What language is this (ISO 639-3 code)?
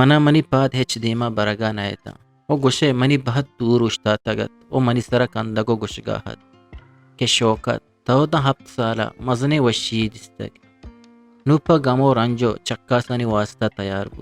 bgp